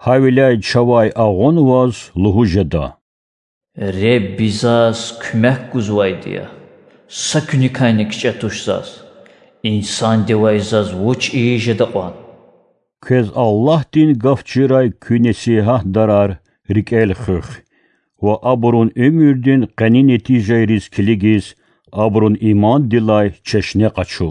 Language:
Lezghian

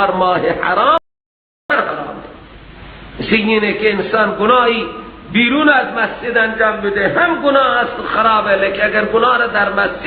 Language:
Persian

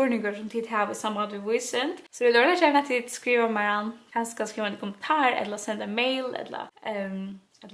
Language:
Faroese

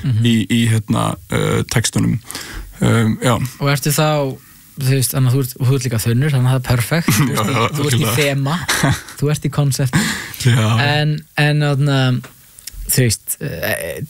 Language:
Icelandic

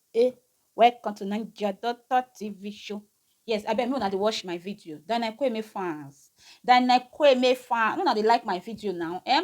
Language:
Nigerian Pidgin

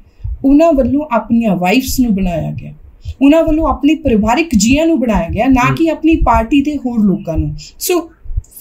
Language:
Punjabi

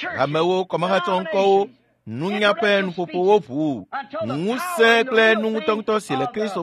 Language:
Ewe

